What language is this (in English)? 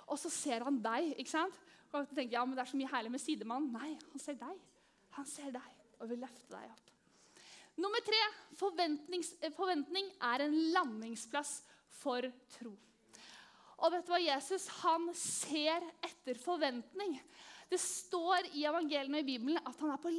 Norwegian